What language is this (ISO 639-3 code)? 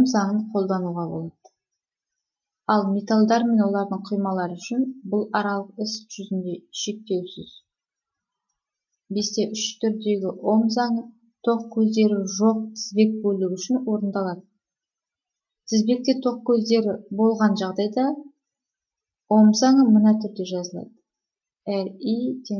kaz